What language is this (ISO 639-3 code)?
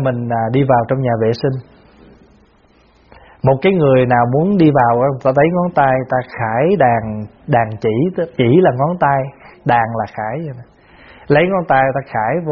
vie